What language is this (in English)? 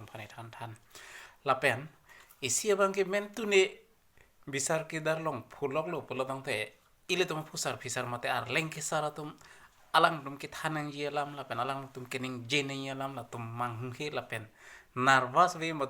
Karbi